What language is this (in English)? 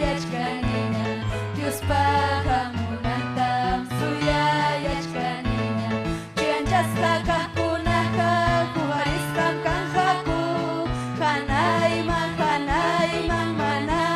Ayacucho Quechua